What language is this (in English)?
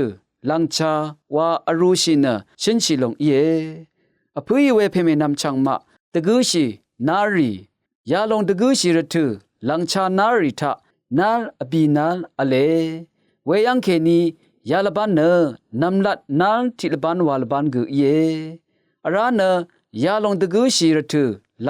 Rawang